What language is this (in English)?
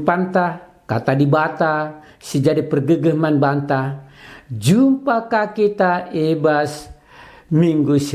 Batak Karo